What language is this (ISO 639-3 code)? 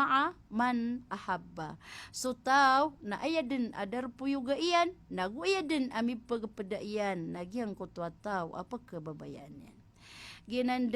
mrw